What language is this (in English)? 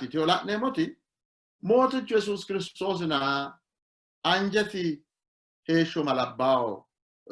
Sidamo